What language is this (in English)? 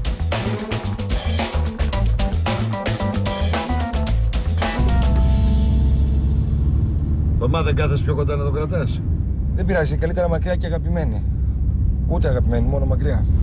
Greek